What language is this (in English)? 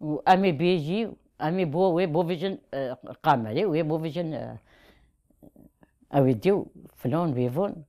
Kurdish